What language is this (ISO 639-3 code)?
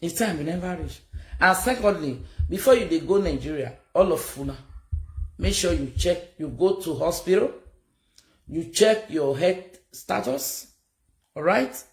pcm